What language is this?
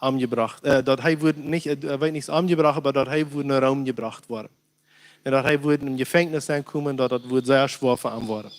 Plautdietsch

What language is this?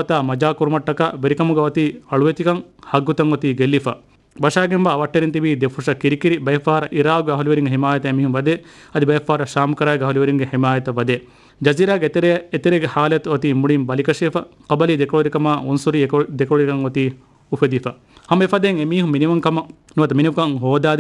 Divehi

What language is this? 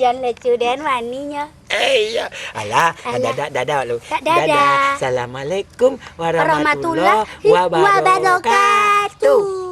Minangkabau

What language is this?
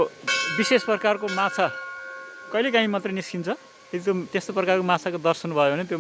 Nepali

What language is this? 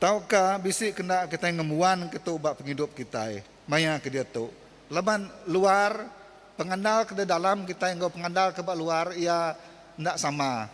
Iban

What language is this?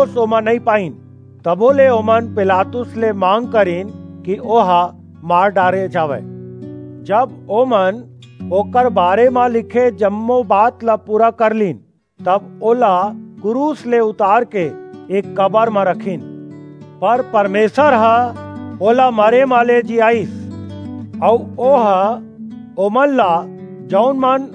Chhattisgarhi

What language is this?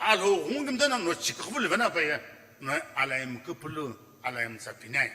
Sumi Naga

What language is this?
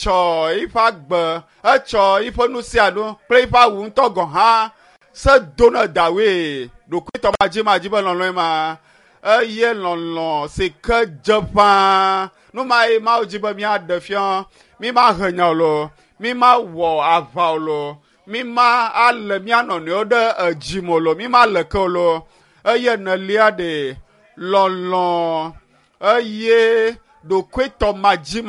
Ewe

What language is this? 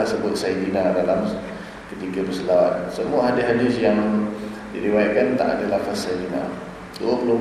Malay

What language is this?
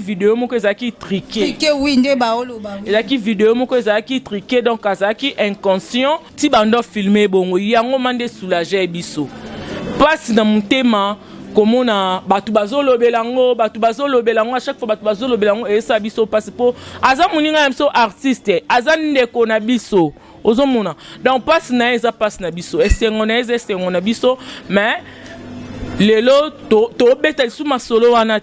Lingala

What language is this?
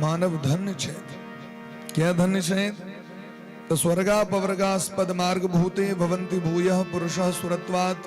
Maithili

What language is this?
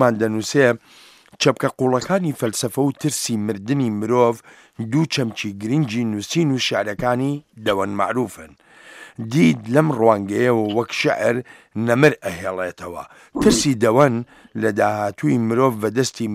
Central Kurdish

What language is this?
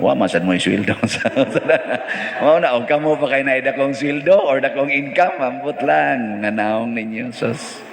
Cebuano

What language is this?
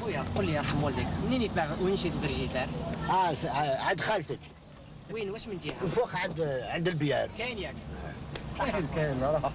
Algerian Arabic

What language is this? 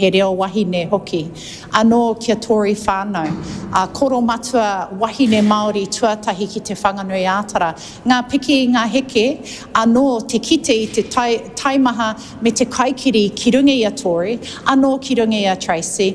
Māori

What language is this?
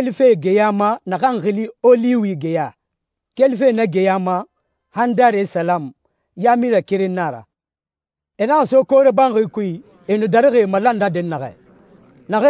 Susu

